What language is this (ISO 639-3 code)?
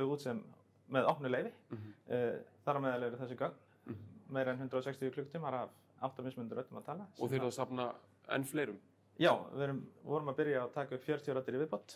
isl